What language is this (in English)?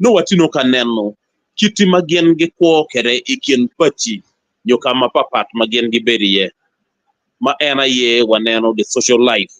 Acoli